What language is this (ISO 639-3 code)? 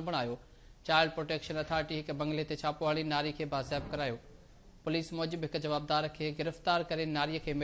snd